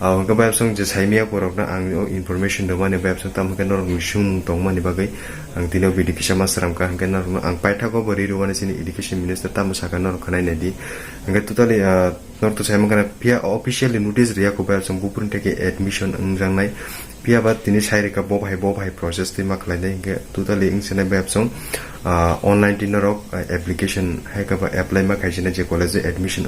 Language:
Kok Borok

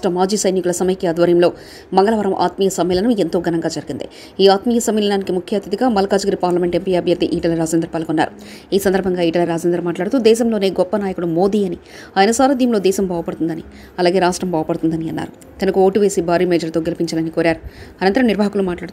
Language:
Telugu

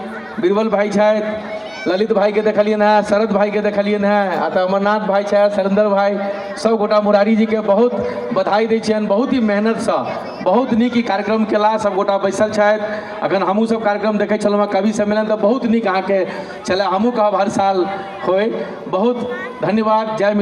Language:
Maithili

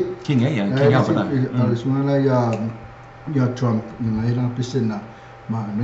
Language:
Samoan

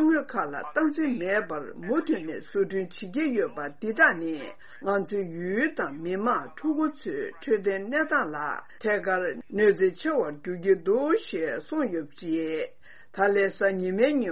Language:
Tibetan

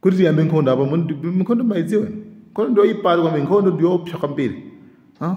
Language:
Nyanja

